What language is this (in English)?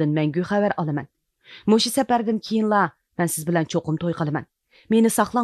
Uyghur